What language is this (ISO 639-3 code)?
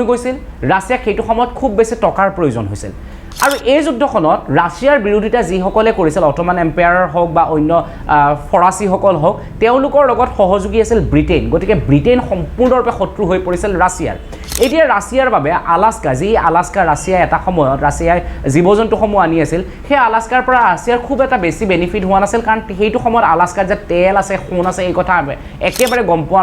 asm